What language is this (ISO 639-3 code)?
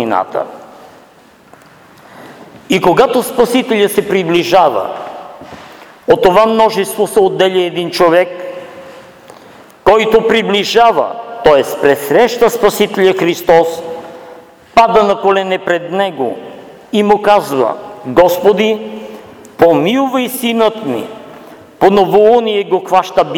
bul